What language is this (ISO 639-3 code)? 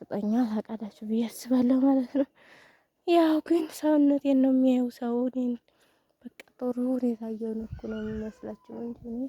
amh